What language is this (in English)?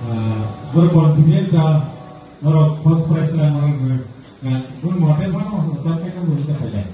Kok Borok